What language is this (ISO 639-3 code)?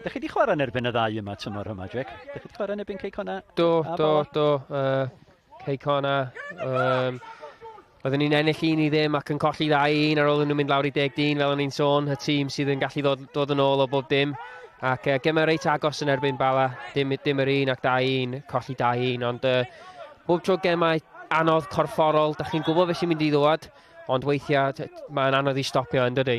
cym